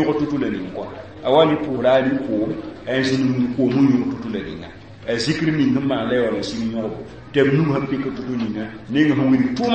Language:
Mossi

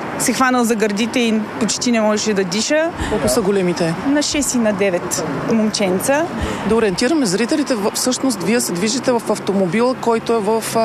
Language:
Bulgarian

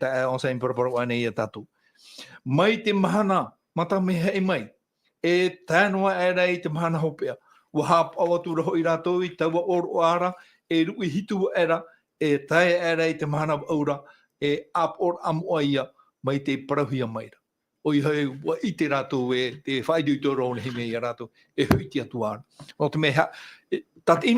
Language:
Tahitian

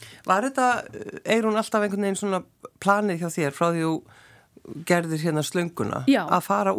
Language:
Icelandic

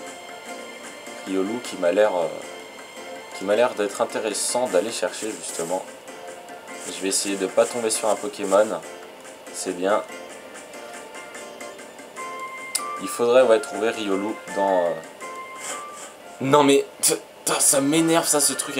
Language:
French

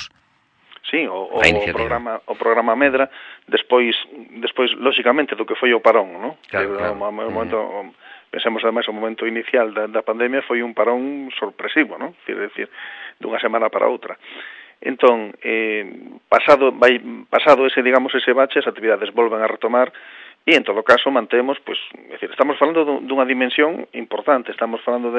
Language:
Galician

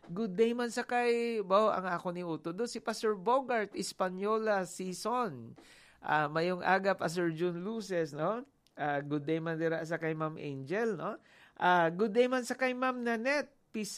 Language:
Hiligaynon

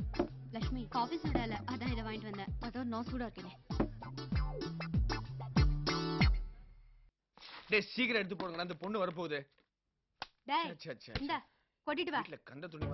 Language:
Tamil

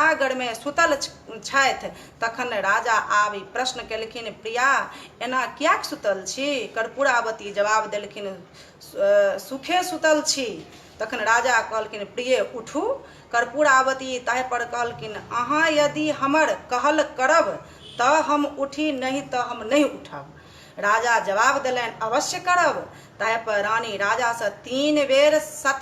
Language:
Maithili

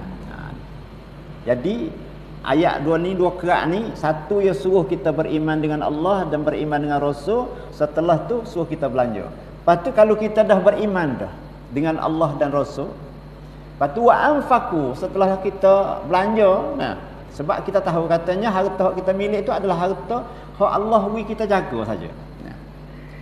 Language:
Malay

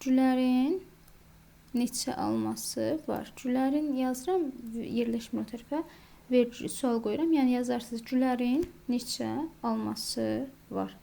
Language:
Azerbaijani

